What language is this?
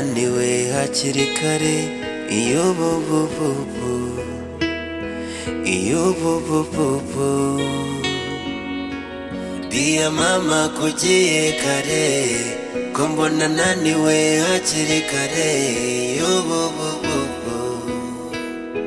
Kinyarwanda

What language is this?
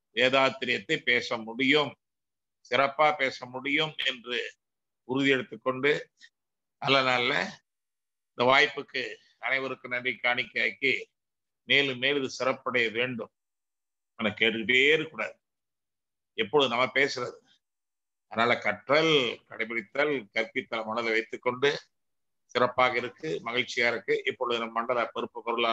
Tamil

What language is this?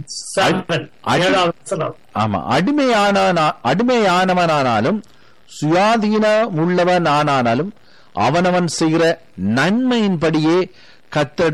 Tamil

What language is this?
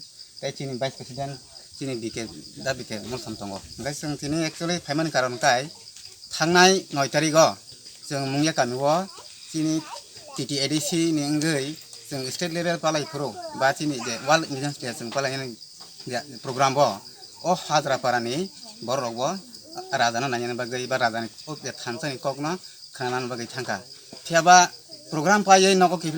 Kok Borok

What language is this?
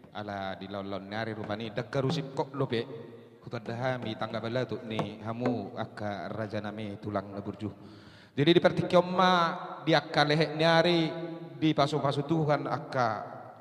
Batak Toba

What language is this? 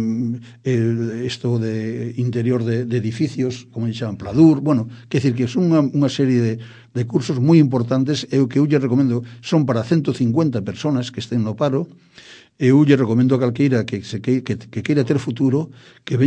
Galician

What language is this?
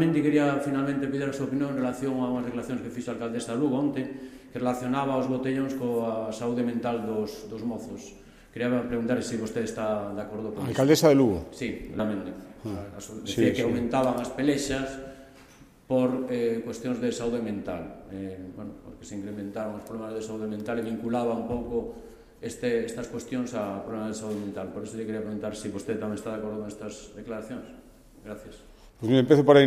Galician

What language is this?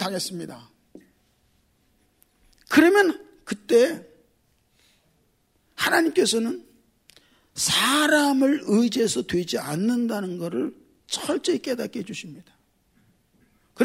Korean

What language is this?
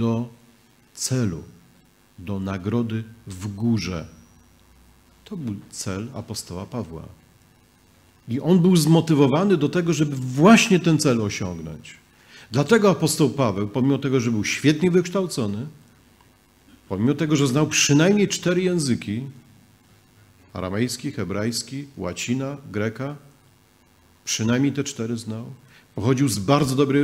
Polish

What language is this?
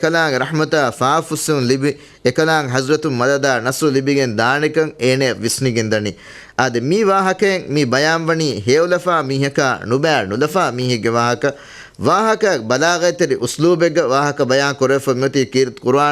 Divehi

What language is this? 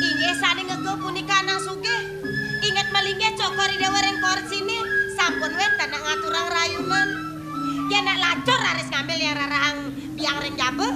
Balinese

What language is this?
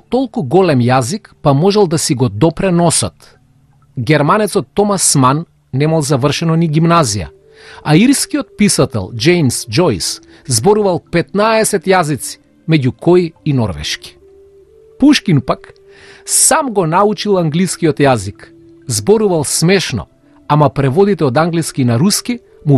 Macedonian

